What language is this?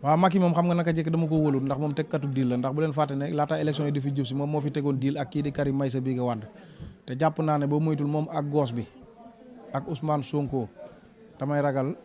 Wolof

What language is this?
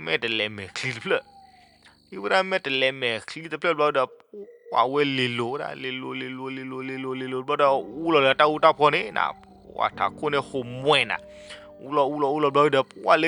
S'gaw Karen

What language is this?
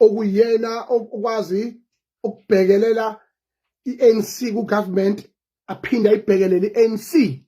Zulu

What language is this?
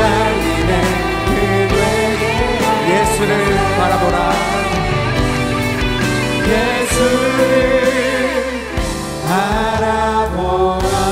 Korean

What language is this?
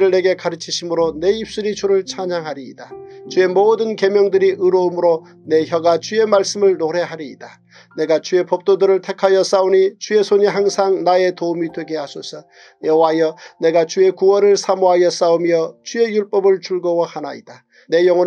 Korean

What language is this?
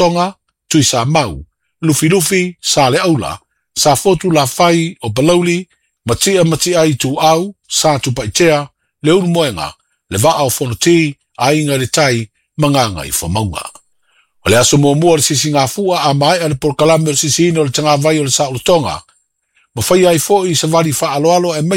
Samoan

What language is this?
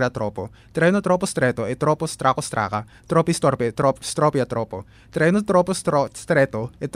Filipino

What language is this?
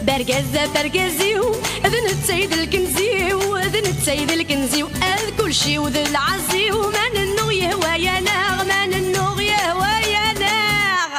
Kabyle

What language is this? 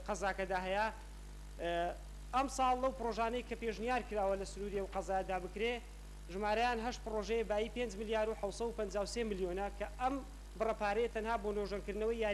Central Kurdish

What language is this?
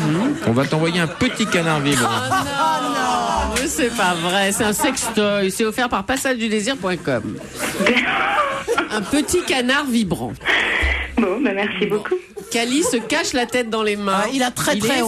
French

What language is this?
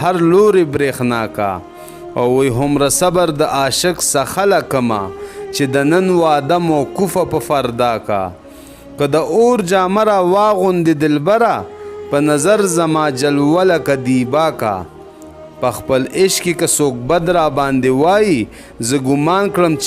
Pashto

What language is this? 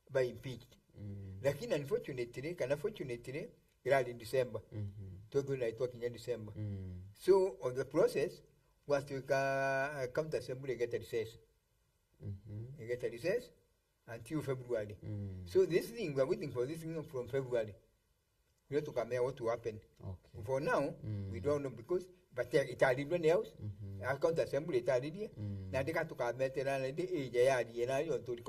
Meru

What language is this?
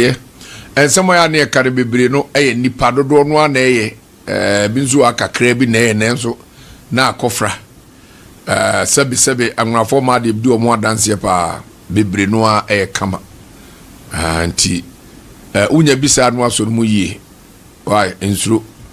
Akan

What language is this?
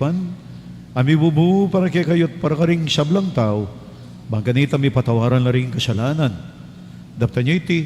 Pampanga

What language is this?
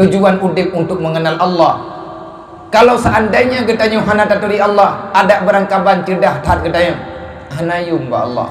Achinese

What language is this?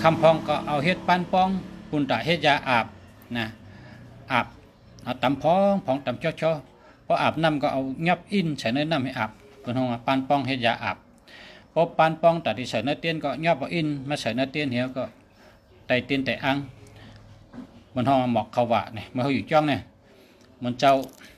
Shan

